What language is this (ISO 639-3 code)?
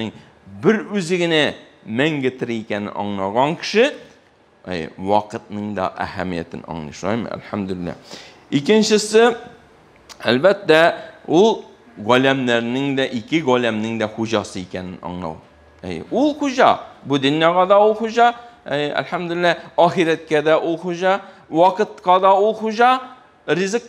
tat